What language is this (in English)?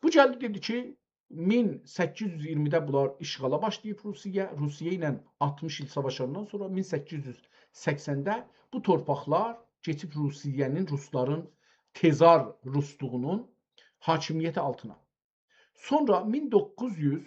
South Azerbaijani